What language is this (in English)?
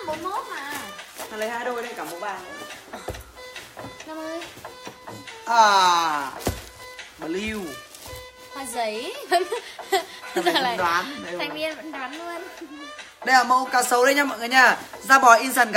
Vietnamese